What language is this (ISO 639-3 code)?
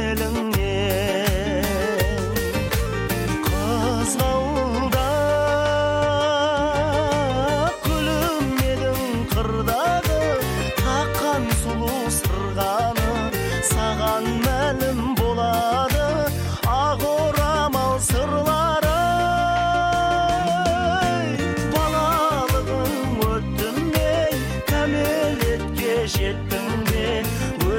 kaz